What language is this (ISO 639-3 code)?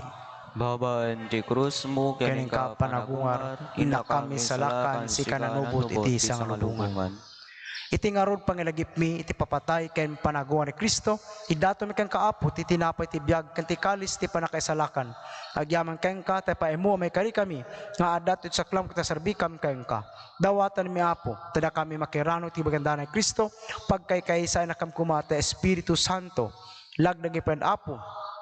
ilo